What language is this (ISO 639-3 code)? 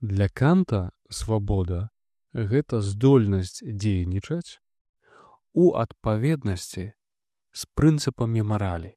bel